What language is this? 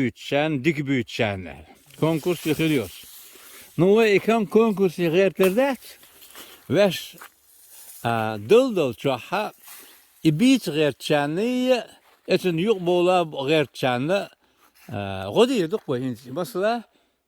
Chechen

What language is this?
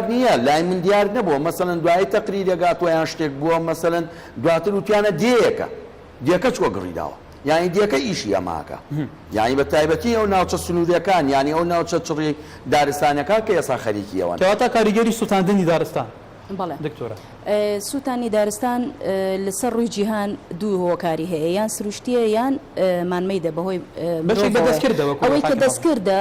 Central Kurdish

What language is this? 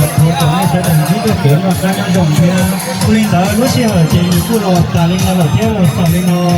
Hmong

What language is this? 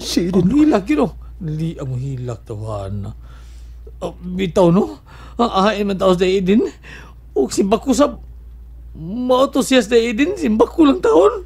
Cebuano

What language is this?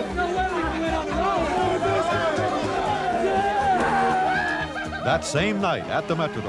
English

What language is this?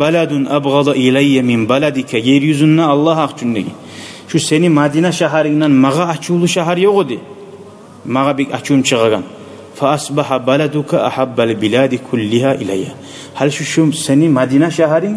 Kumyk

